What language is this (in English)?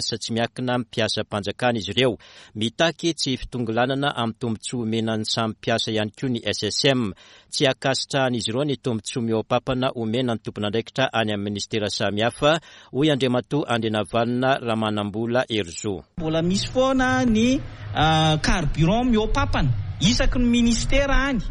Malagasy